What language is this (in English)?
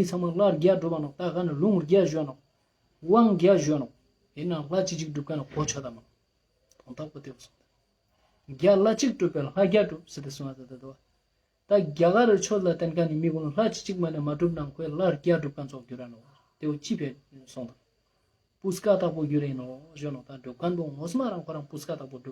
Ladakhi